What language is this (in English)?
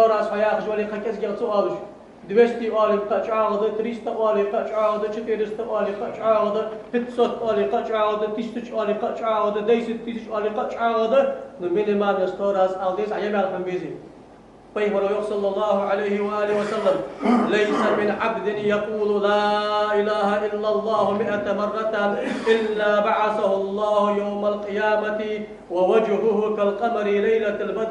Ingush